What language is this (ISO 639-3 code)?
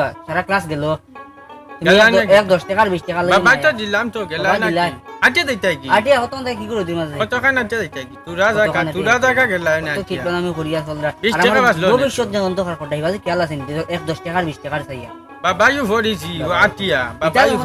syl